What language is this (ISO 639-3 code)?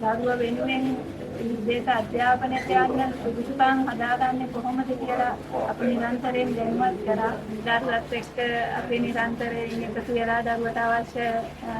sin